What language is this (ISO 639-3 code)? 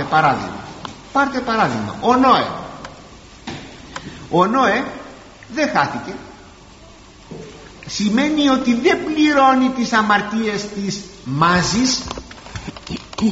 ell